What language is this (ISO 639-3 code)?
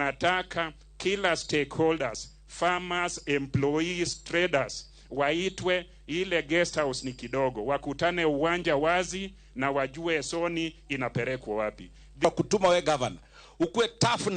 luo